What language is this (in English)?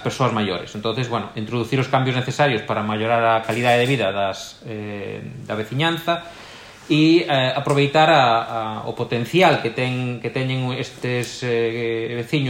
Galician